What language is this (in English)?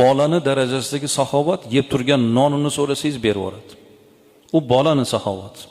Uzbek